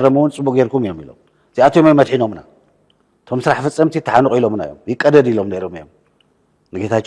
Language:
Tigrinya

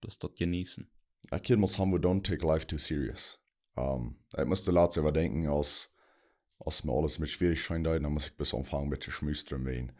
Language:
Plautdietsch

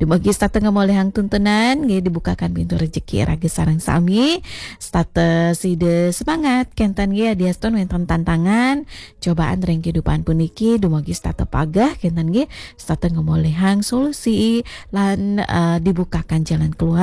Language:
Balinese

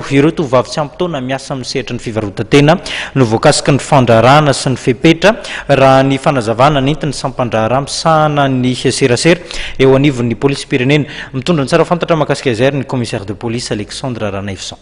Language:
Malagasy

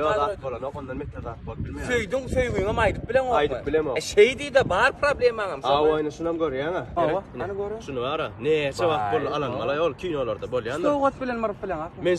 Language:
Turkmen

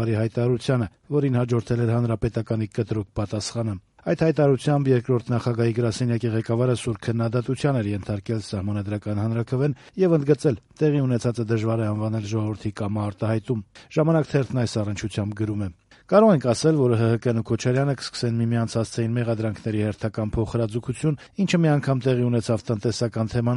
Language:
Armenian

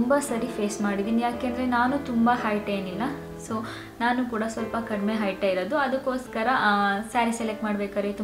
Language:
Kannada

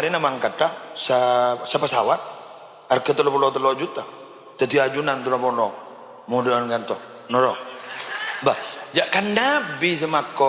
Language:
Madurese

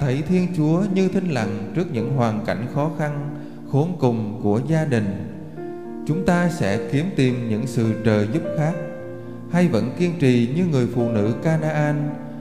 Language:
Vietnamese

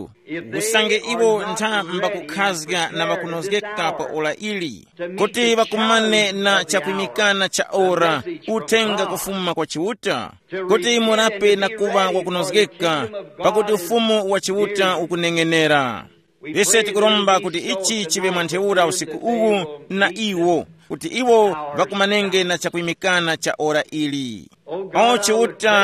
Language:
Tumbuka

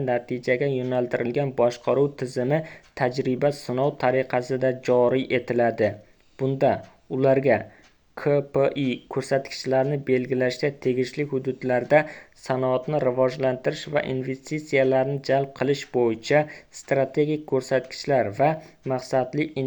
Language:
Uzbek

